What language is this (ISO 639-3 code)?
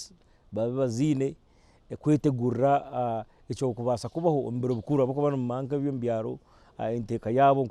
nyn